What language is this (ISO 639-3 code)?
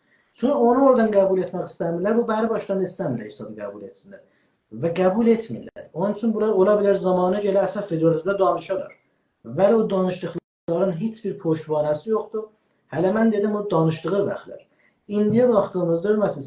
azb